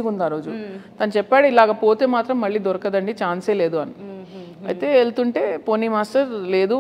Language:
Telugu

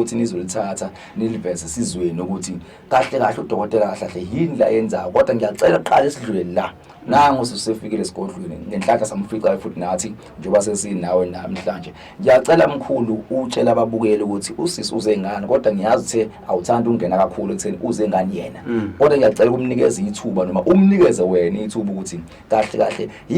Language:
Zulu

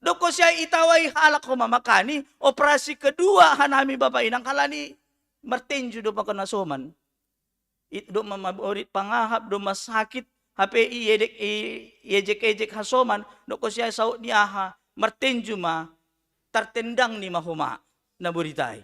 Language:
Batak Simalungun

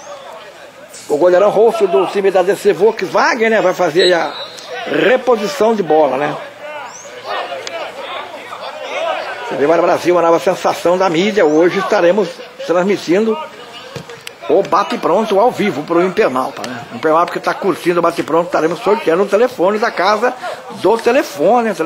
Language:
Portuguese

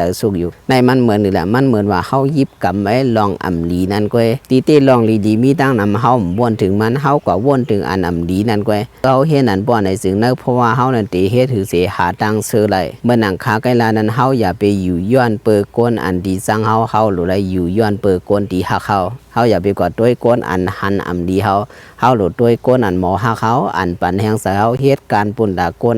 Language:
Shan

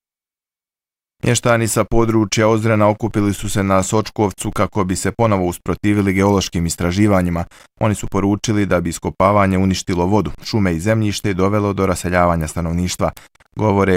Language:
Bosnian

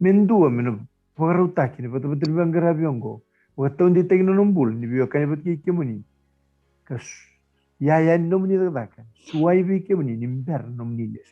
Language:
Fijian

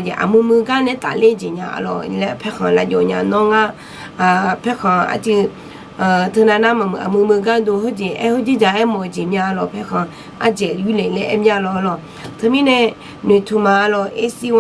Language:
Akha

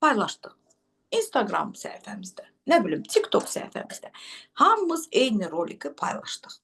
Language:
Azerbaijani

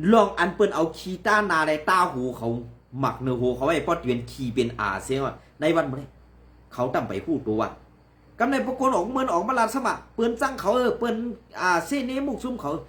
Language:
Shan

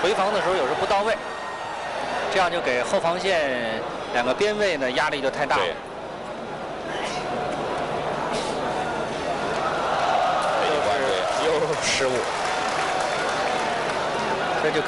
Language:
Chinese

